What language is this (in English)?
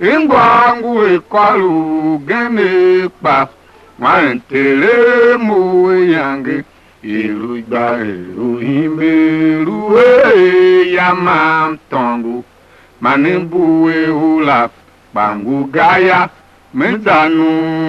Tiv